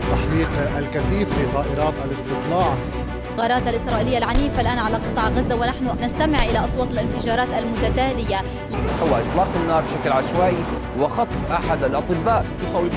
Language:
Arabic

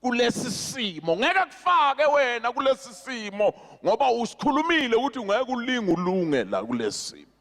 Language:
Zulu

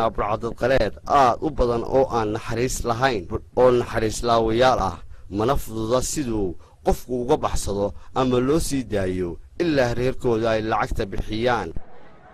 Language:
Somali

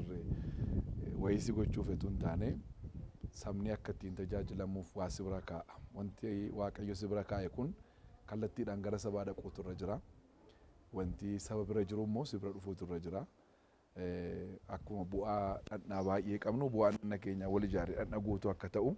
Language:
Oromo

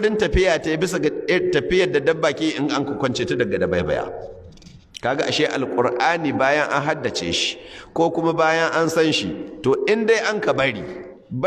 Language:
Hausa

